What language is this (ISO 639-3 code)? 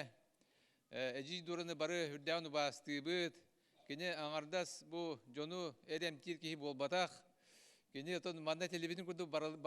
sah